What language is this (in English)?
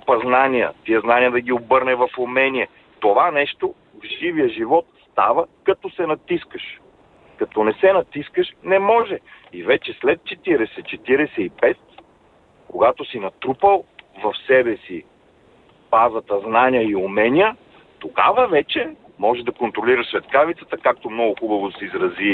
Bulgarian